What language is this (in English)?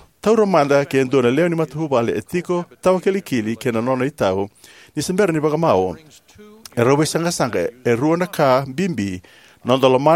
Fijian